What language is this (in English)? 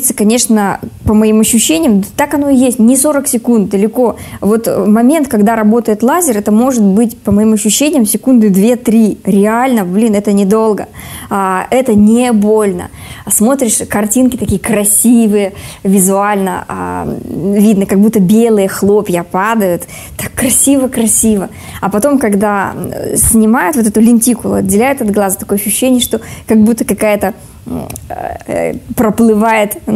Russian